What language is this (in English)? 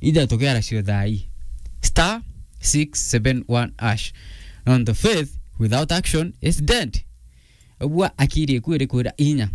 Meru